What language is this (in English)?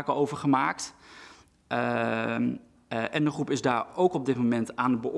Dutch